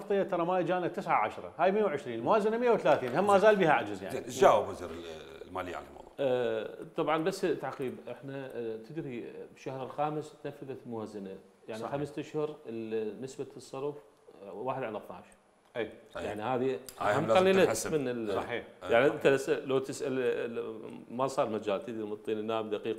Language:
Mesopotamian Arabic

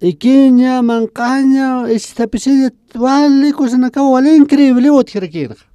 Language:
Aymara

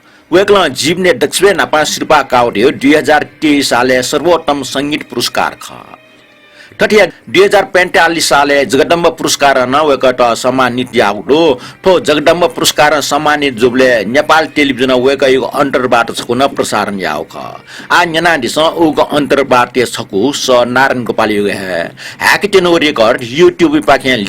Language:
Newari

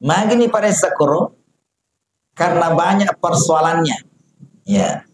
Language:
Buginese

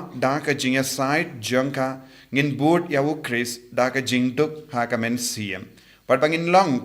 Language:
Khasi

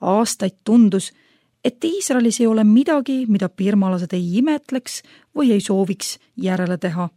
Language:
Estonian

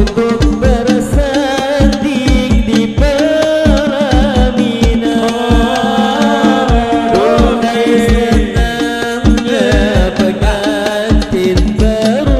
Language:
Banjar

